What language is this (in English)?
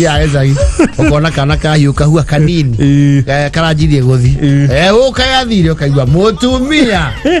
Kikuyu